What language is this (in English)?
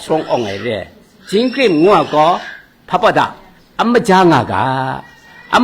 Kachin